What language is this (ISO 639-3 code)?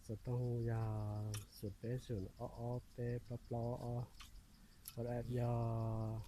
hmn